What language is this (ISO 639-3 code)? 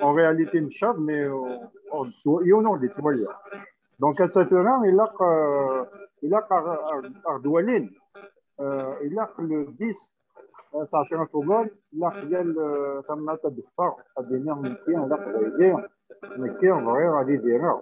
kab